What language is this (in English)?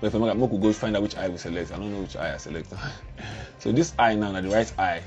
Nigerian Pidgin